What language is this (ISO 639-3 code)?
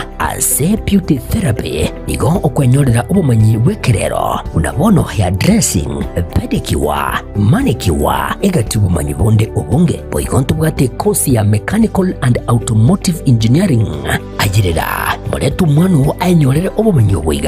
guz